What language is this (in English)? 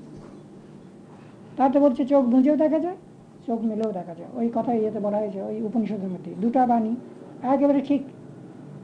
Bangla